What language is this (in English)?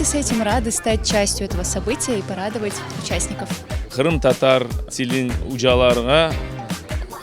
Crimean Tatar